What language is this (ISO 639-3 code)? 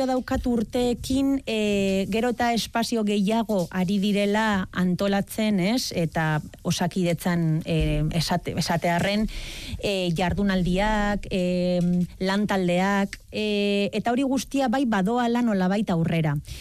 eus